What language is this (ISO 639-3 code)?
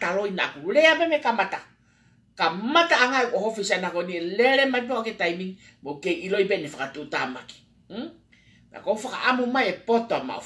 ton